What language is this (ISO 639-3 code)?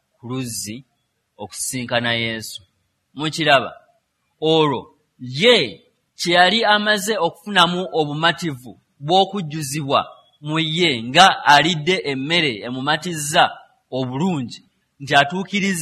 lug